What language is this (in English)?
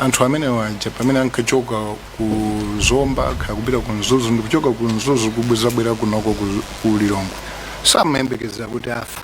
Nyanja